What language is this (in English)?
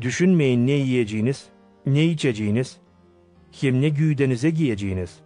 Gagauz